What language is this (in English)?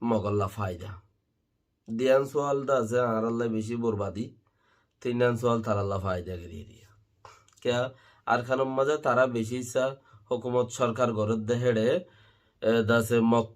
Rohingya